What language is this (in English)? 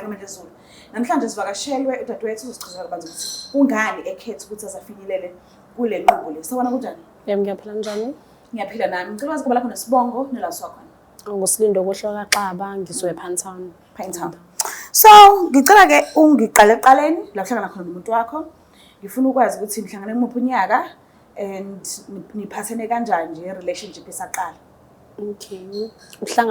Zulu